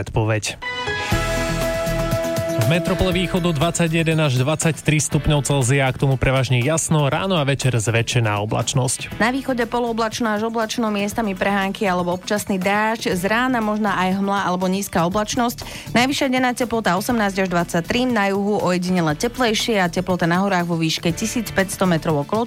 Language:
Slovak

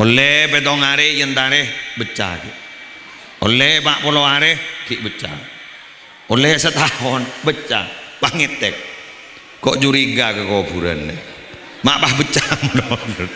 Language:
Madurese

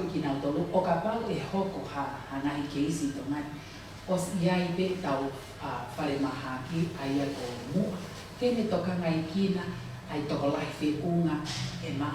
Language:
Tongan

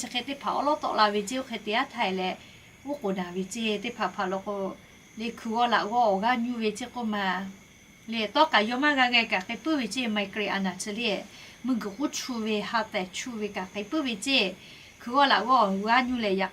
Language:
Lahu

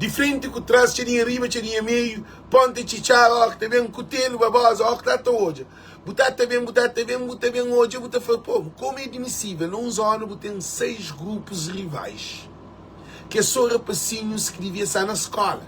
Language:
Kabuverdianu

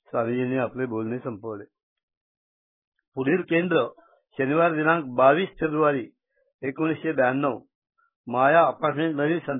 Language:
Marathi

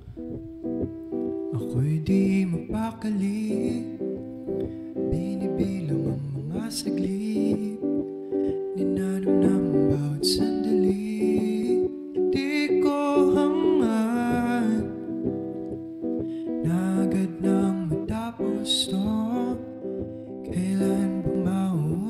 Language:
Filipino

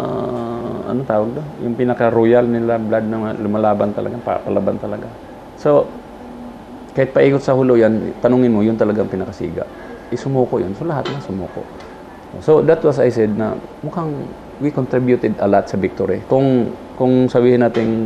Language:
Filipino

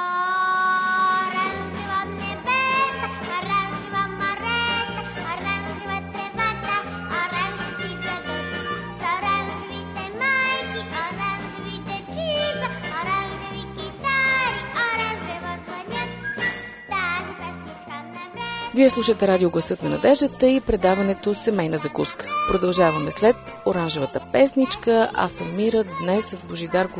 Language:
Bulgarian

